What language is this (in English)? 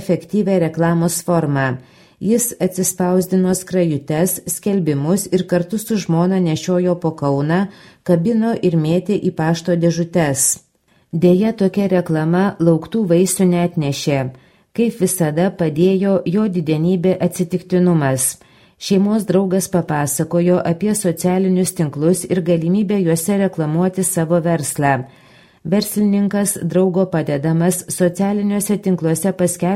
Lithuanian